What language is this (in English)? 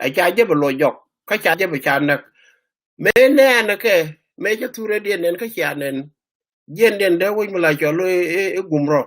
Nuer